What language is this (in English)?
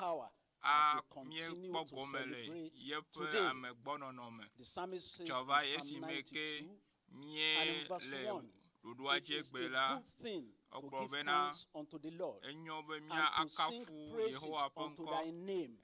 Ewe